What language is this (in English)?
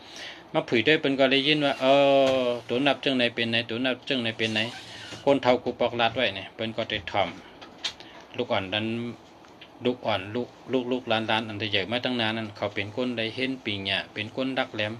Shan